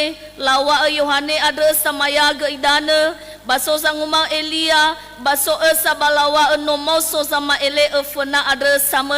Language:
Nias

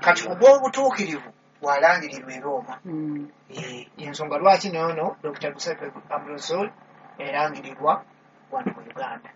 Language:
Ganda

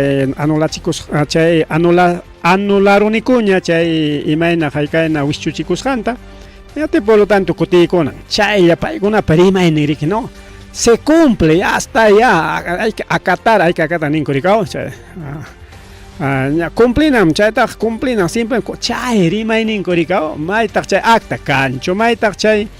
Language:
Ayacucho Quechua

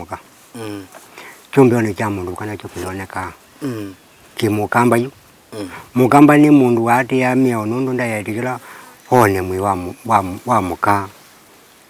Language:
Kamba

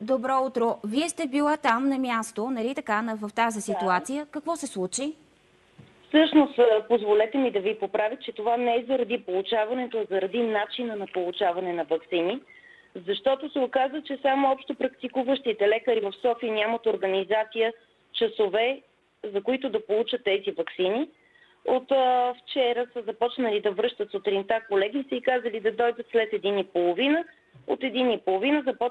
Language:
Bulgarian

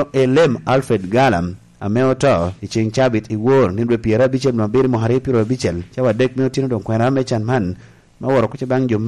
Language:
Lango (Uganda)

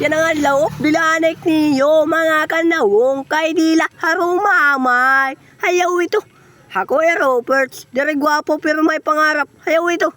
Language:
Waray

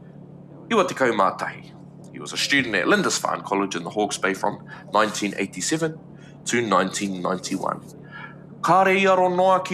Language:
Māori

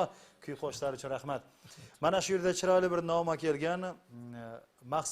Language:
Kara-Kalpak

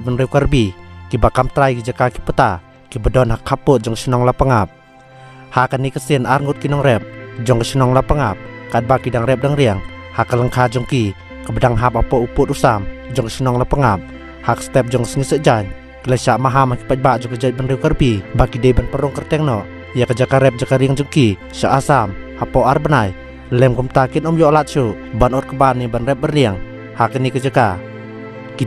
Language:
Khasi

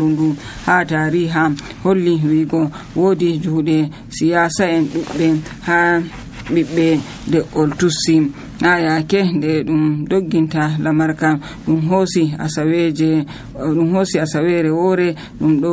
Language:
Nigerian Fulfulde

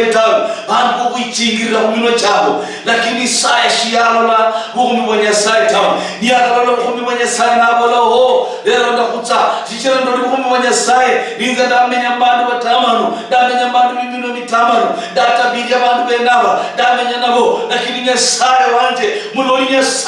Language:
Luyia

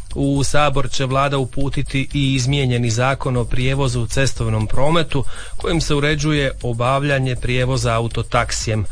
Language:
Croatian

